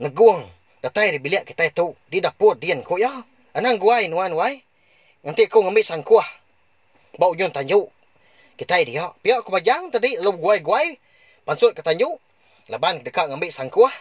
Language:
Iban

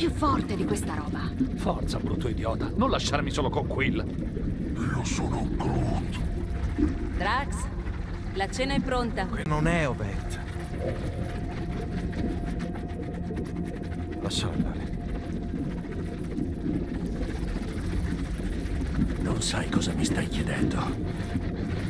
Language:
Italian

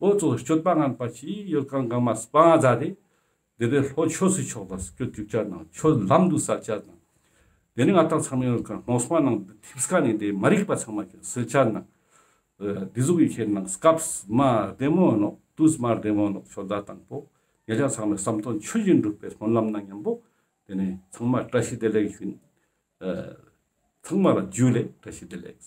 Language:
Ladakhi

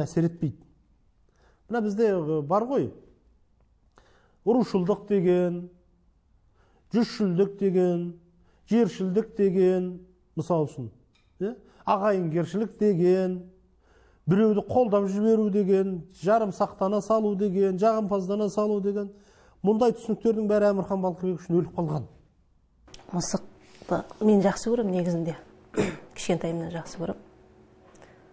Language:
Kazakh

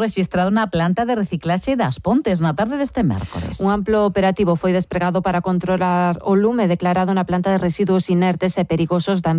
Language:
Galician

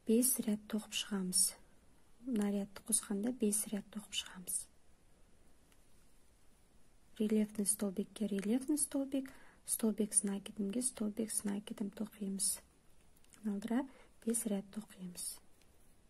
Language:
Kazakh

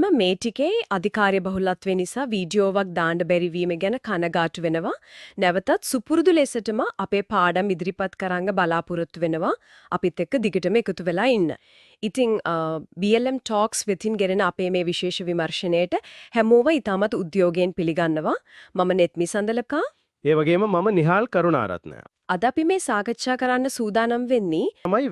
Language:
Sinhala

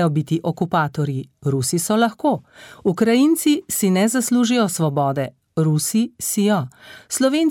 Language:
Slovenian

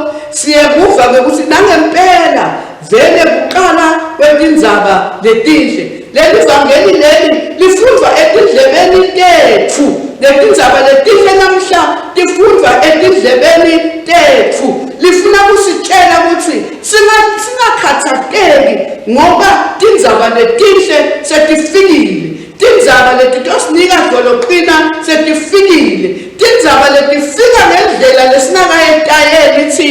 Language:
Swati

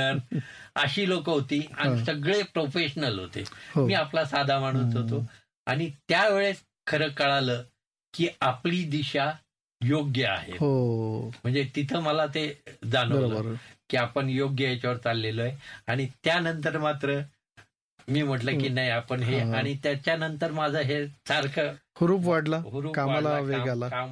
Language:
Marathi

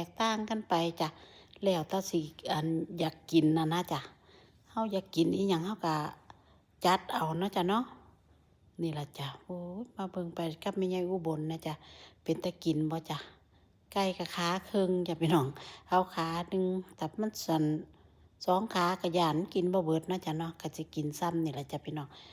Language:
Northeastern Thai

